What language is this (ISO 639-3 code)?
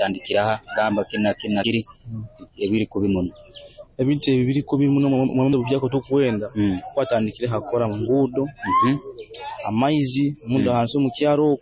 nyo